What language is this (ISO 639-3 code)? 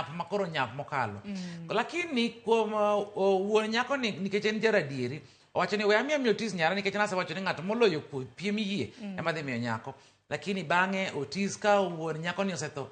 luo